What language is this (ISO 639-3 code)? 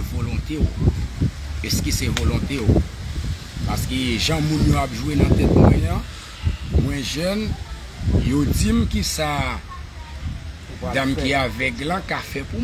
hat